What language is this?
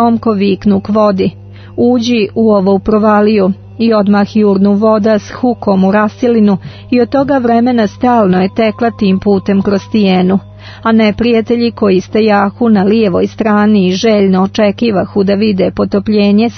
Croatian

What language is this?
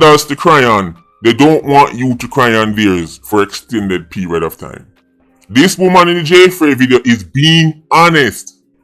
Jamaican Creole English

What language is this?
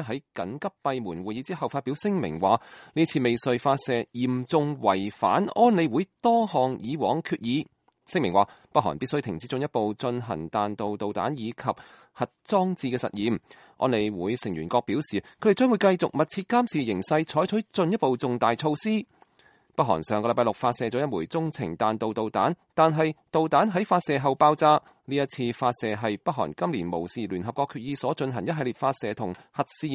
Cantonese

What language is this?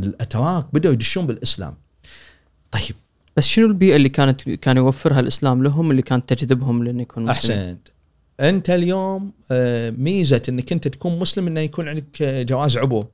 Gulf Arabic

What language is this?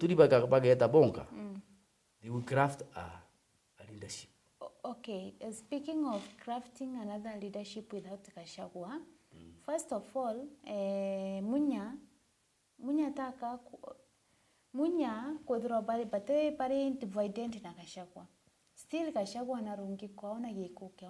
Meru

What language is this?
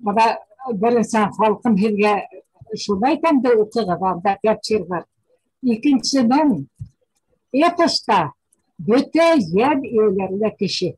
Bashkir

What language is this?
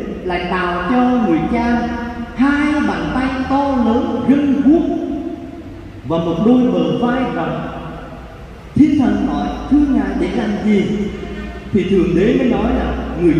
Vietnamese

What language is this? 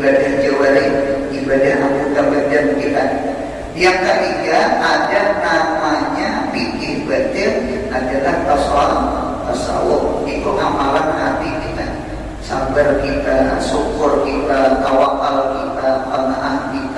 Banjar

